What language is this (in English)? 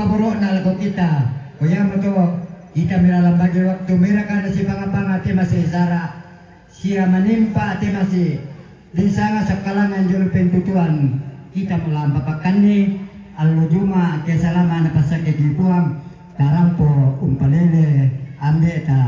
Toraja-Sa'dan